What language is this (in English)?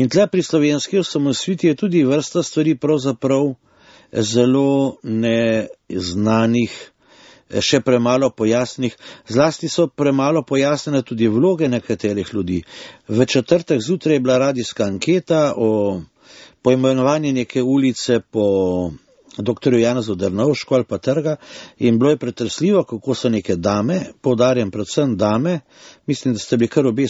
Slovenian